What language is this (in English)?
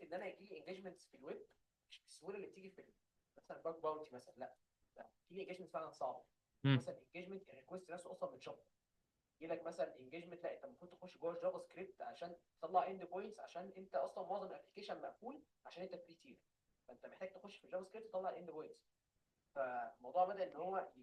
Egyptian Arabic